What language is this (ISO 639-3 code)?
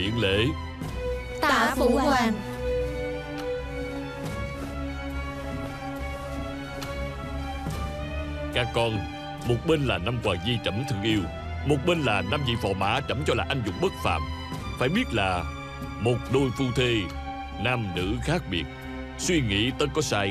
vie